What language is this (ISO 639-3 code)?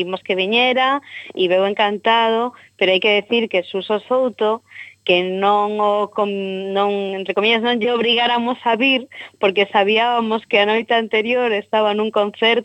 glg